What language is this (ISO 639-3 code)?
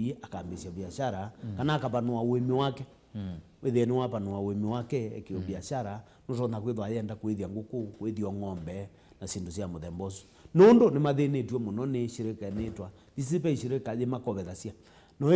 kam